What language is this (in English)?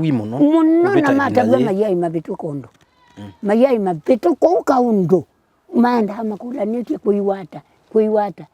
Kamba